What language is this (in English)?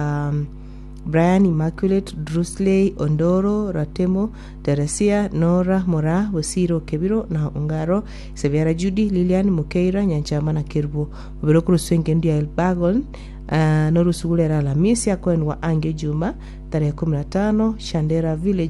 Gusii